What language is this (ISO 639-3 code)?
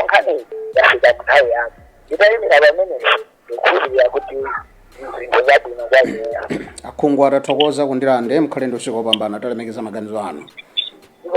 nya